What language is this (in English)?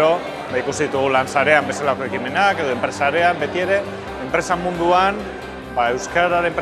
Basque